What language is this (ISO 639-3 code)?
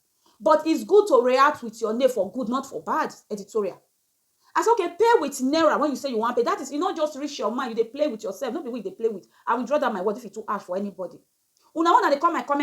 pcm